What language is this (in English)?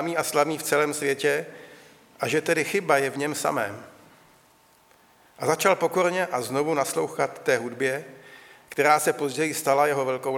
Czech